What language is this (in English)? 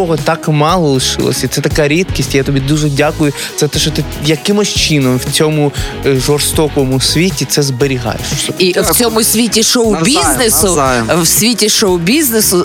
Ukrainian